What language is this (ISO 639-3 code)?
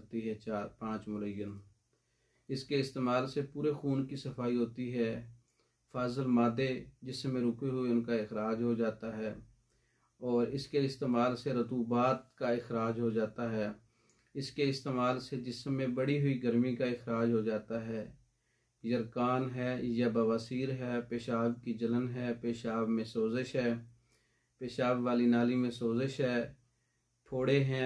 urd